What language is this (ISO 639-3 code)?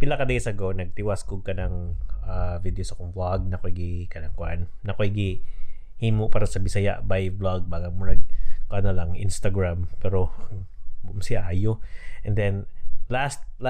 ceb